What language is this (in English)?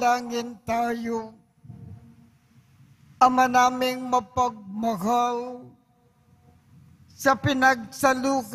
Filipino